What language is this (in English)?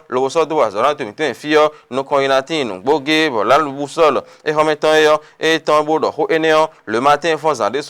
Fon